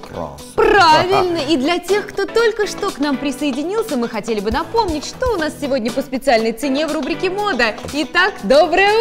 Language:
Russian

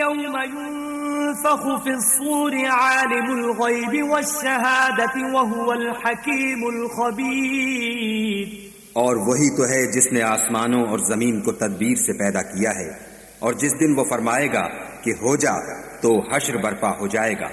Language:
Urdu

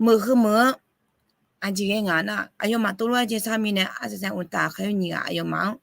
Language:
Akha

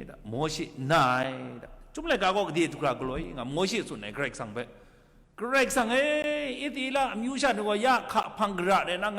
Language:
Kachin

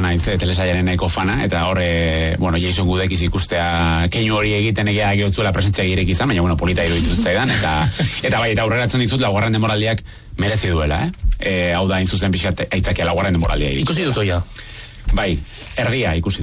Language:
Basque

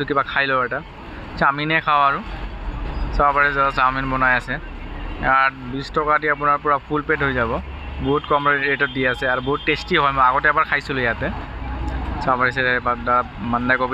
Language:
Assamese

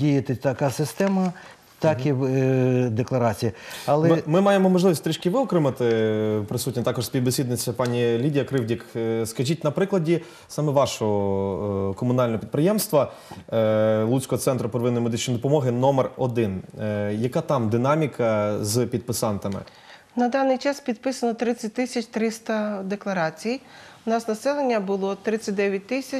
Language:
Ukrainian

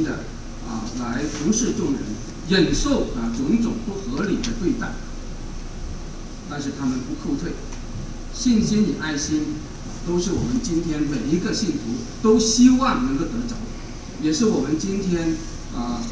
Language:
Chinese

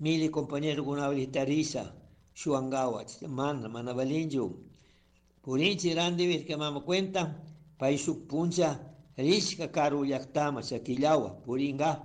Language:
Chimborazo Highland Quichua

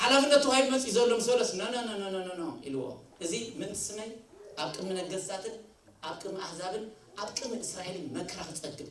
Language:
Tigrinya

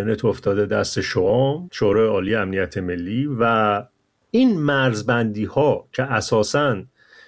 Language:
Persian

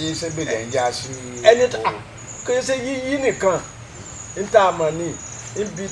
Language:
Yoruba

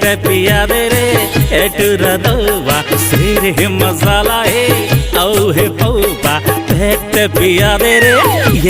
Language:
Chhattisgarhi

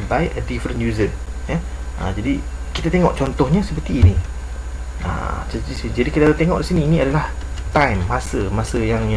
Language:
Malay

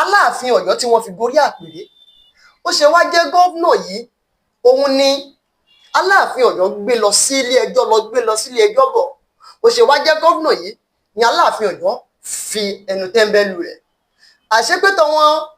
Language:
Yoruba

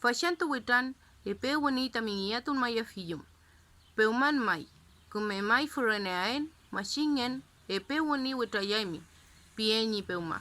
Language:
Mapuche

